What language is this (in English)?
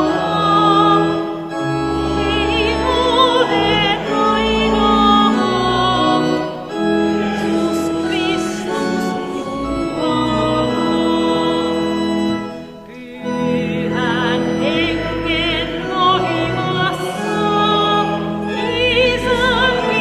Finnish